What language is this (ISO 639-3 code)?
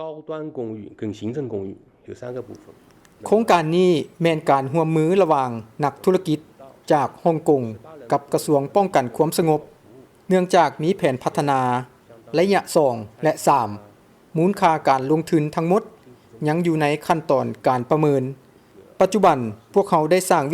lao